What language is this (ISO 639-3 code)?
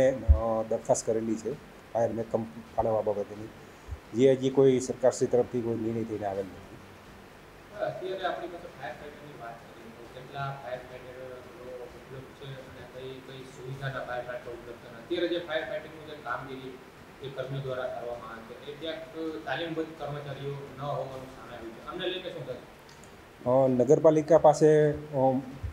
guj